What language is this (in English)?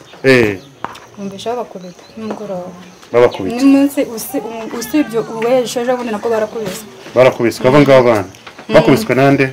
Kinyarwanda